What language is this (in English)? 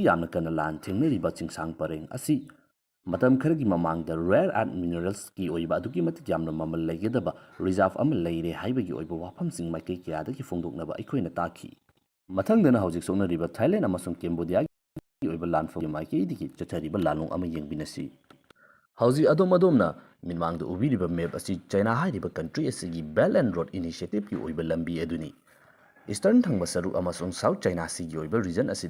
Manipuri